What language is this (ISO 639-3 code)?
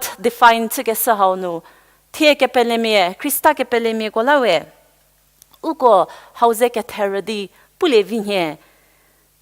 njm